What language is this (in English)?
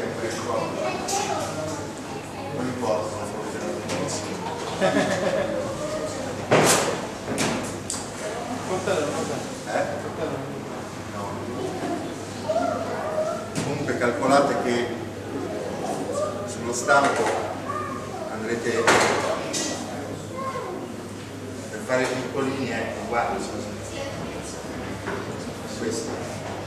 Italian